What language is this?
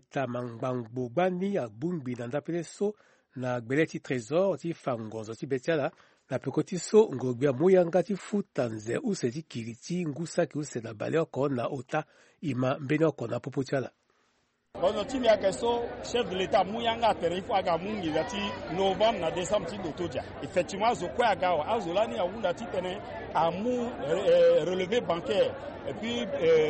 Sango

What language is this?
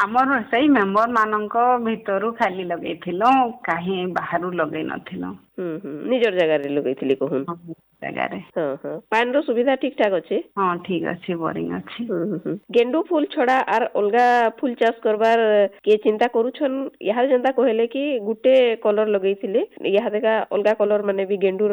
Odia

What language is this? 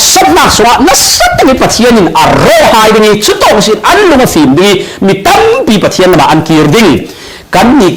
Falam Chin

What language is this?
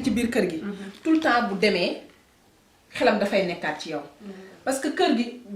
Wolof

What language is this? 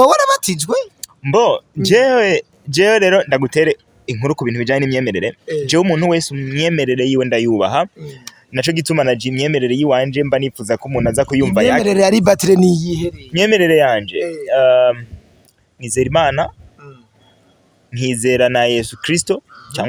Rundi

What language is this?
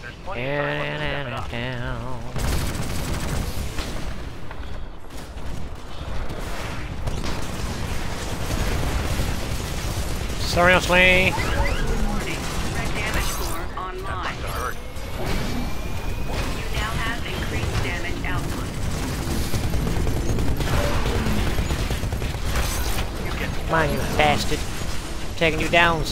English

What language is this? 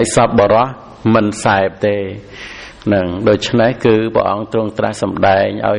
Khmer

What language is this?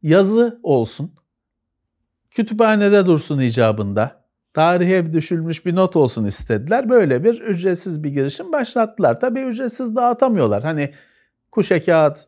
Turkish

